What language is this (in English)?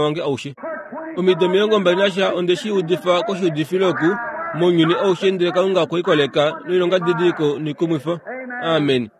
Kuanyama